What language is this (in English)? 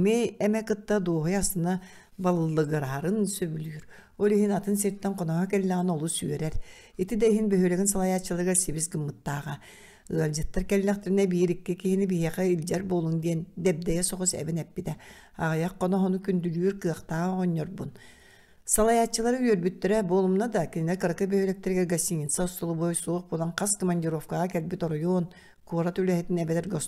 Yakut